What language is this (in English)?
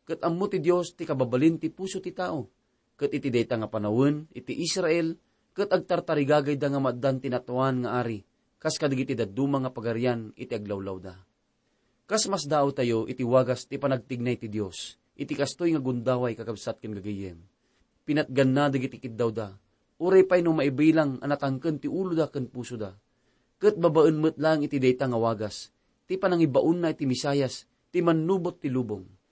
Iloko